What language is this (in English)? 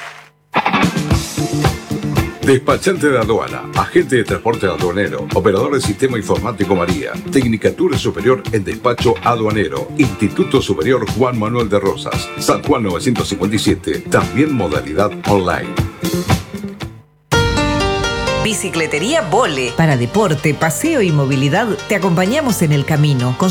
Spanish